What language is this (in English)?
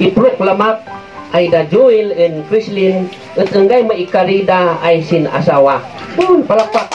Kankanaey